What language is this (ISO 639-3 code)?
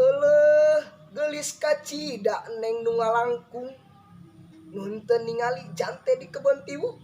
sun